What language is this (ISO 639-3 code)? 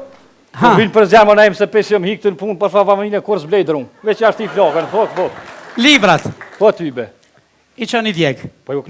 sqi